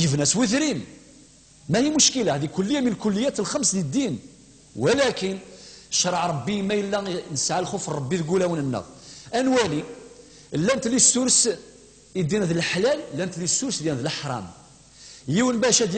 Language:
Kabyle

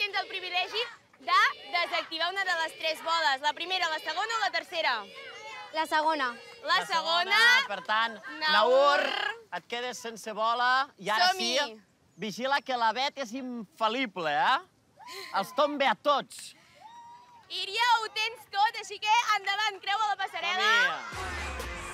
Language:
Catalan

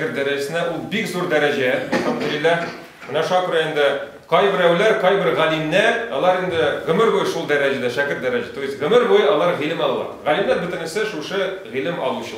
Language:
Tatar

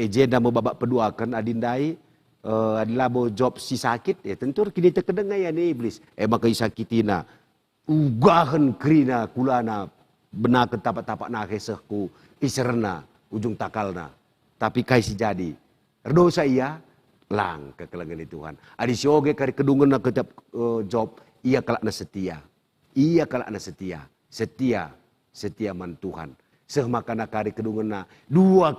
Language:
Batak Karo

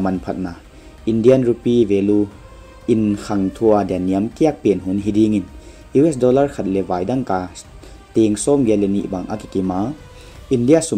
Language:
Paite Chin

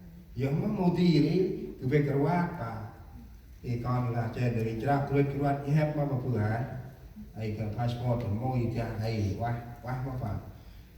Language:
Central Mnong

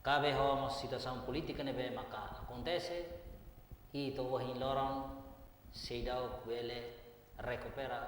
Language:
Tetum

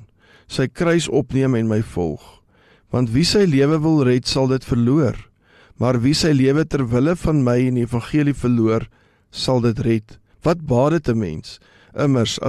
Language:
Afrikaans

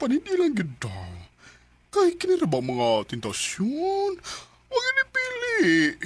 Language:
Cebuano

